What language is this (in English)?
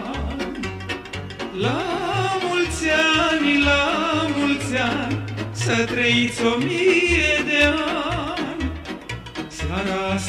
Romanian